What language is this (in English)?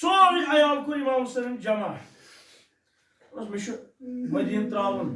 Kashmiri